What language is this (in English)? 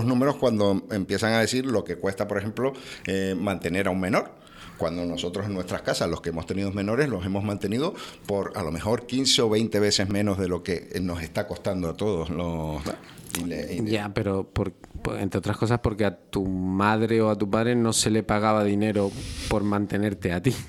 Spanish